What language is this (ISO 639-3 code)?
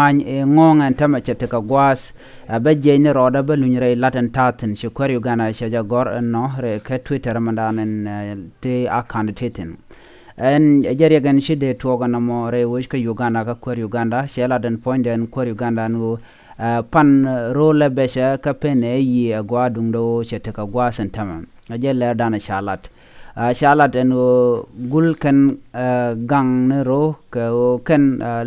nus